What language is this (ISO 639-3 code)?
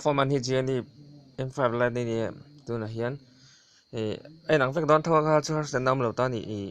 lus